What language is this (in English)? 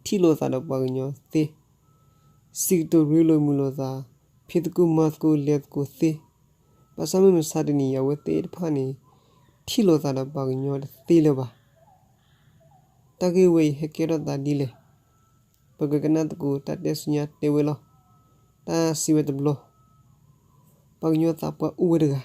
S'gaw Karen